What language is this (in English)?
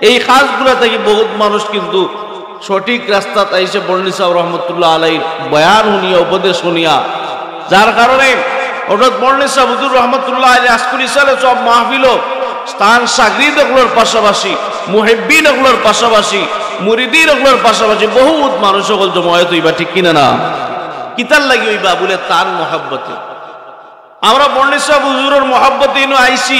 Sylheti